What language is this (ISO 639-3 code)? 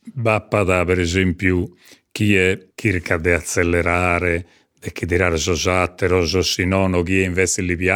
srd